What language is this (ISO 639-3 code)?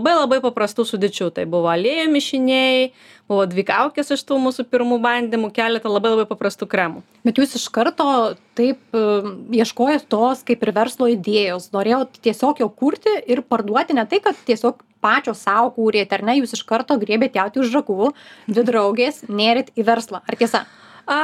lit